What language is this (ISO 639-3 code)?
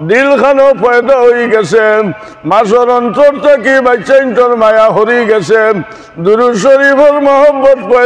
syl